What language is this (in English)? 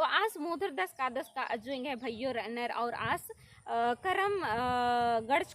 Kurukh